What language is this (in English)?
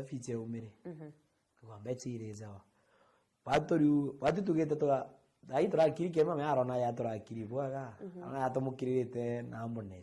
Meru